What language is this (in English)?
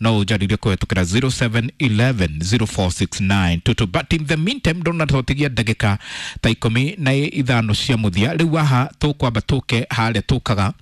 Kikuyu